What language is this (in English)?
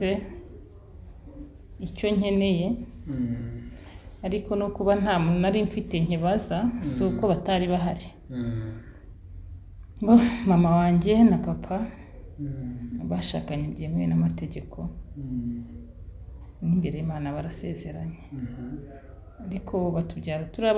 Kinyarwanda